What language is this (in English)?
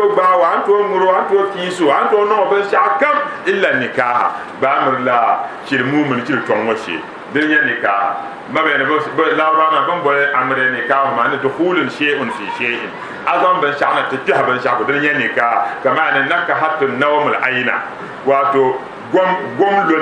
Dagbani